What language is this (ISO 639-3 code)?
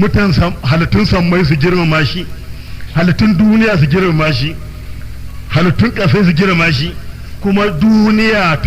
hau